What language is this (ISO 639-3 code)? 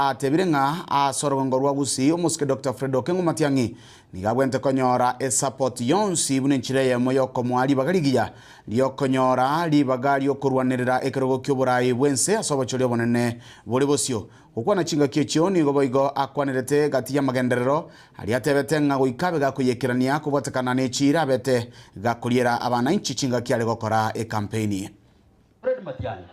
guz